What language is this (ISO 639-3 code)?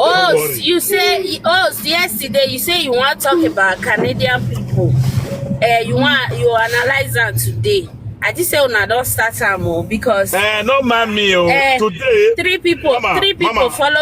pcm